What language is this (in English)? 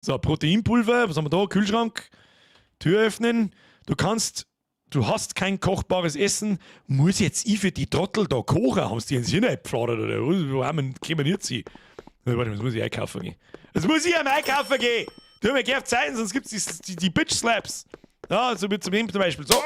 Bavarian